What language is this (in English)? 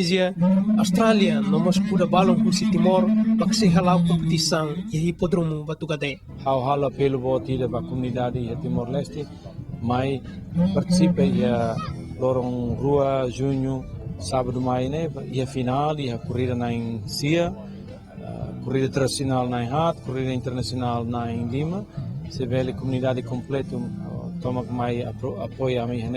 Tetum